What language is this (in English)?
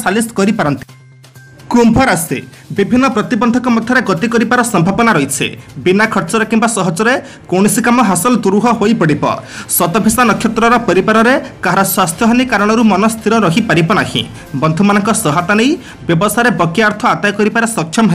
Odia